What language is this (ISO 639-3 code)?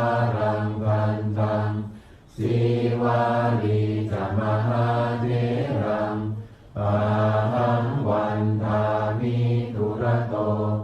pli